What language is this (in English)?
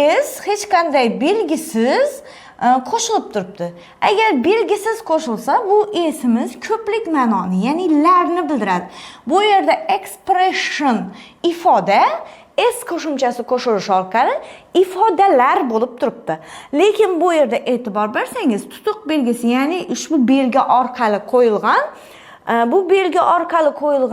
Uzbek